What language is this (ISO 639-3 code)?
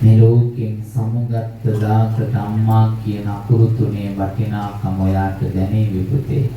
sin